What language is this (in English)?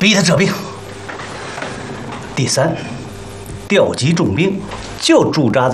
Chinese